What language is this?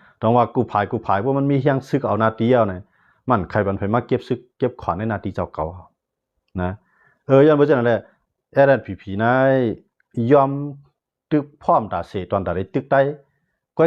Shan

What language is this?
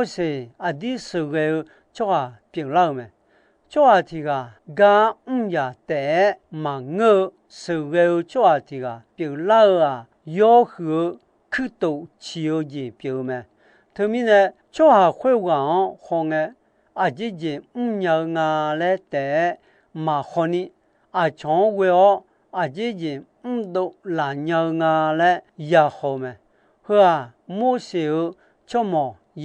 Akha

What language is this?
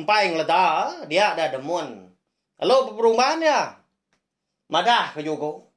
Iban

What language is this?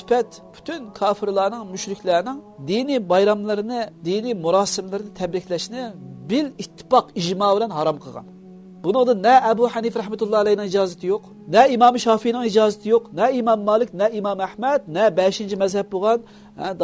Uyghur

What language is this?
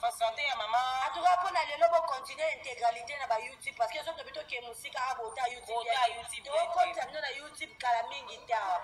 Lingala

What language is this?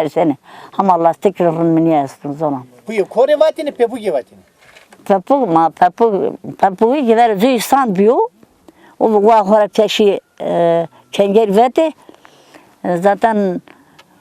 Zaza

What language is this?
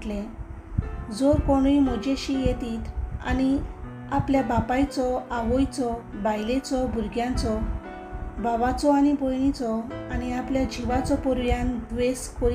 Konkani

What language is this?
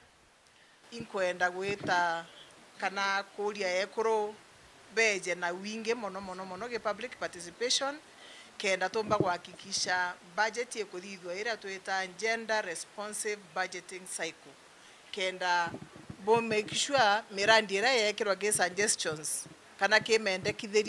Meru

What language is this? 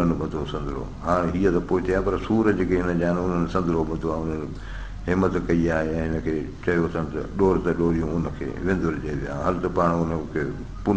Sindhi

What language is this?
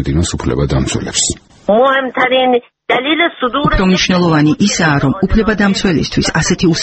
Georgian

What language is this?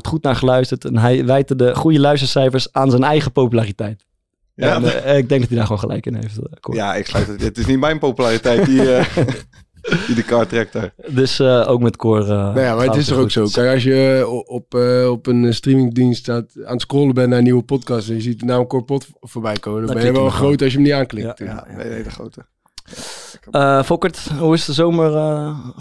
Dutch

